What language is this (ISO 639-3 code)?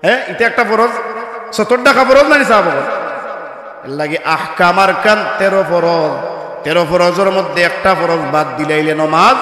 syl